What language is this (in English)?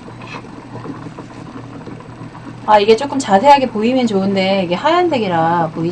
Korean